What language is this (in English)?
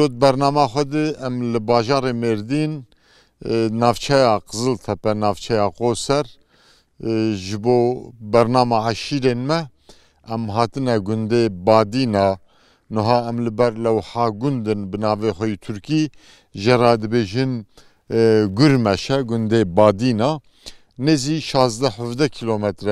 Kurdish